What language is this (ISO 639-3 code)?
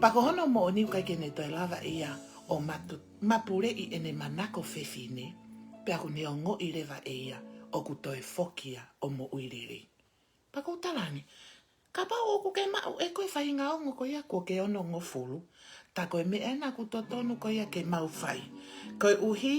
ton